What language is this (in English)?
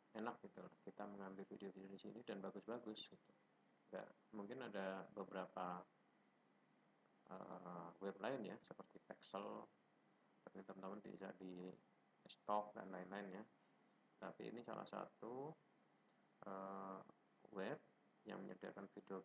Indonesian